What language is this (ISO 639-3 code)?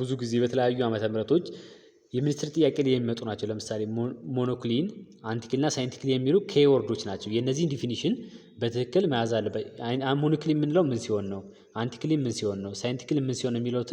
amh